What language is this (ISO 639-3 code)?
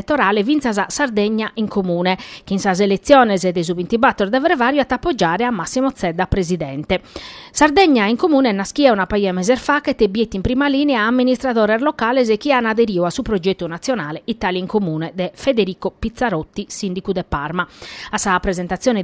srd